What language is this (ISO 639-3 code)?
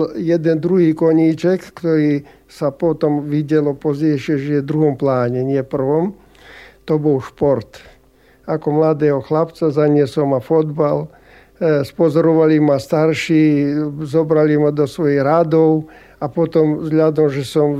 slk